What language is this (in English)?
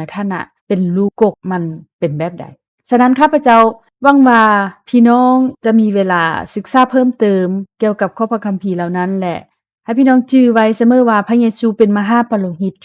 Lao